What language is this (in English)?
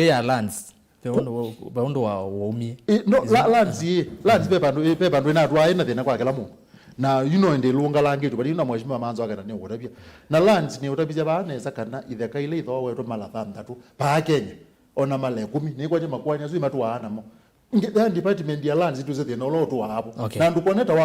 Kamba